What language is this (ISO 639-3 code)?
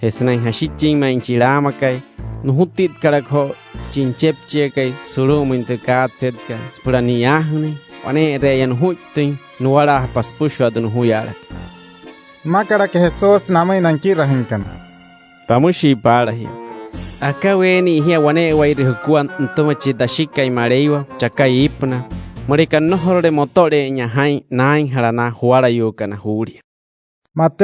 guc